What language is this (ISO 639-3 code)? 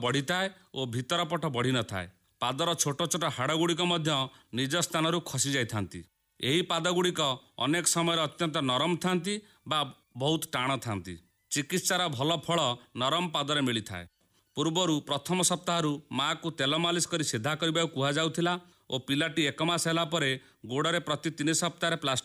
ori